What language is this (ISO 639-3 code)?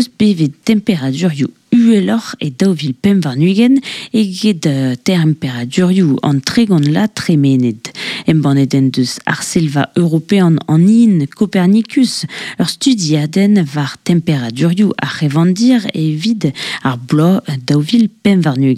bre